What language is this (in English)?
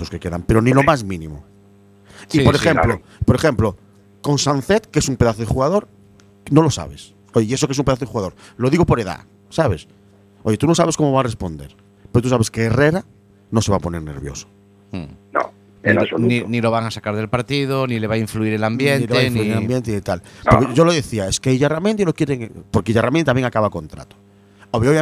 Spanish